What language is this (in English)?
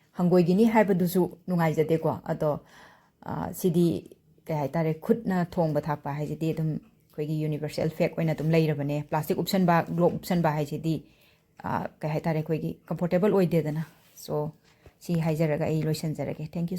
Manipuri